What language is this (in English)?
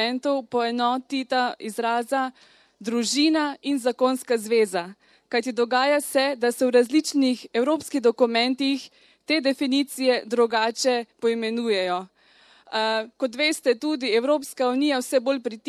Slovenian